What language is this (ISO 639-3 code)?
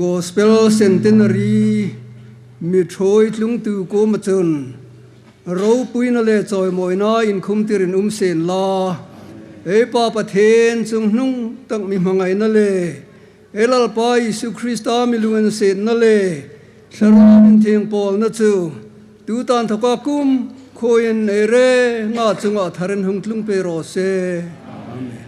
hmr